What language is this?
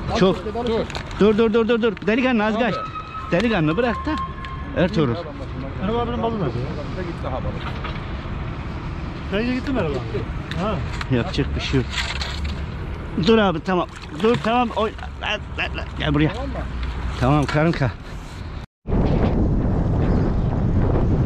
Turkish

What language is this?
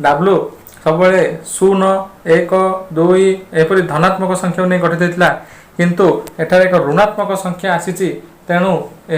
Odia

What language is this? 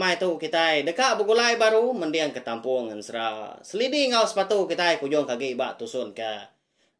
Iban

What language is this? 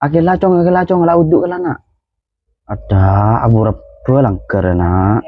Madurese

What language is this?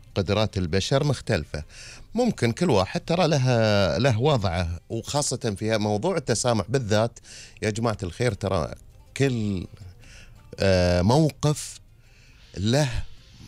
Gulf Arabic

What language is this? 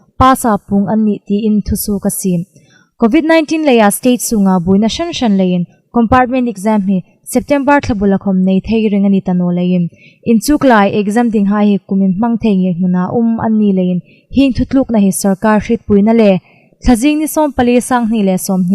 Hmar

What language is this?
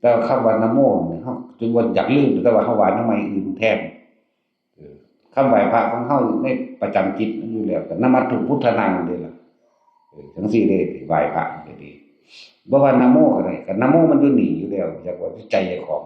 Northeastern Thai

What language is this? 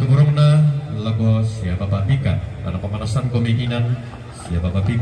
Toraja-Sa'dan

